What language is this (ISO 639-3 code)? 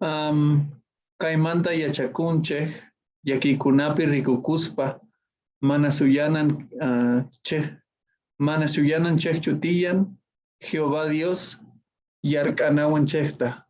que